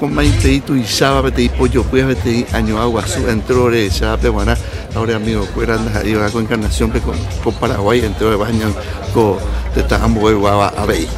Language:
Guarani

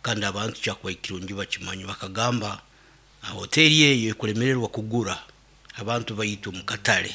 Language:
Nyoro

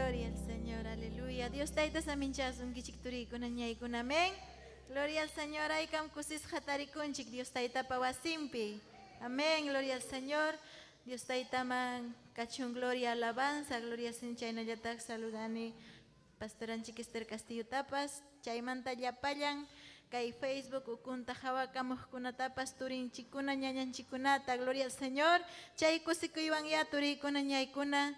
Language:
Ayacucho Quechua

